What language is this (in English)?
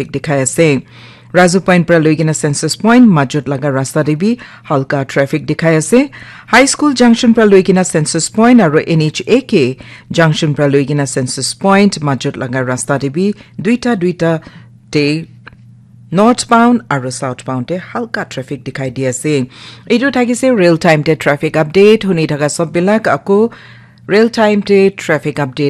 Naga Pidgin